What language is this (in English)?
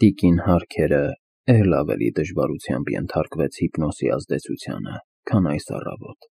Armenian